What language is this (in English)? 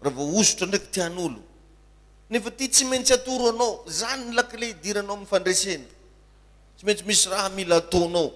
Malagasy